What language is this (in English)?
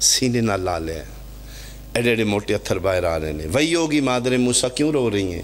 Pahari-Potwari